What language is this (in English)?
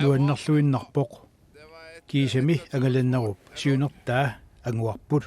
Kalaallisut